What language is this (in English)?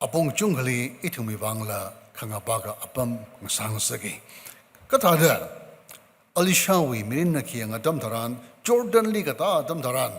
Tangkhul Naga (India)